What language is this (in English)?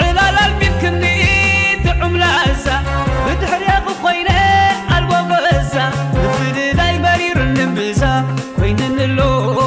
Tigrinya